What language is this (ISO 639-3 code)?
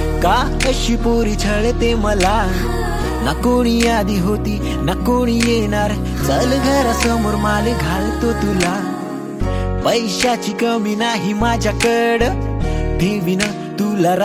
mar